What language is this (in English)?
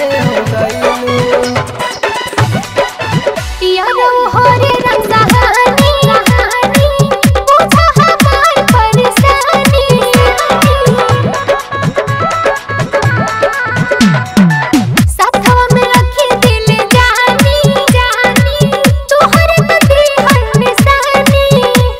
Bhojpuri